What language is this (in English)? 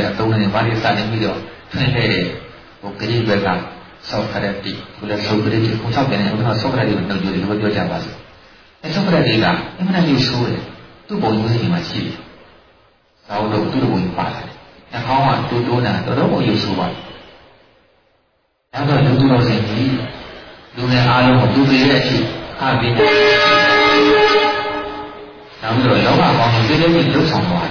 Burmese